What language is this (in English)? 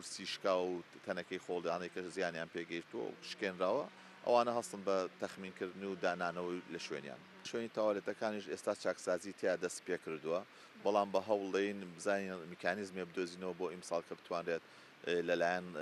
Central Kurdish